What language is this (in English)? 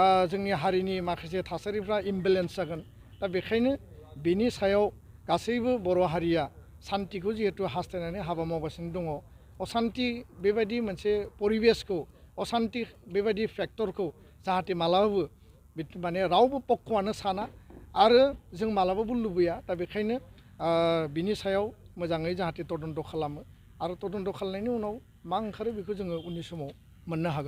Bodo